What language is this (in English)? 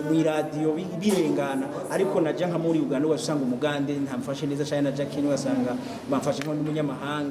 Rundi